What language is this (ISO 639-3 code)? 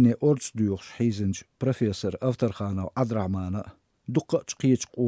che